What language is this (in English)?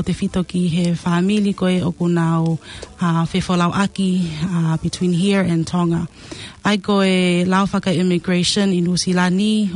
Tongan